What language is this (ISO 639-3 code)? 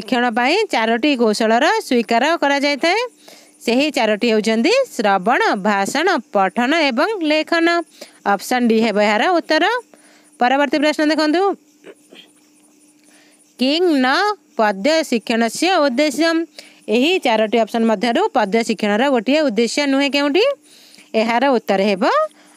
ori